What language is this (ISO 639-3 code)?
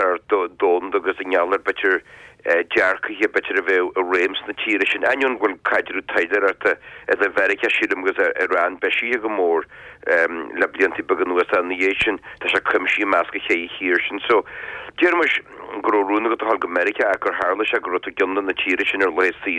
gle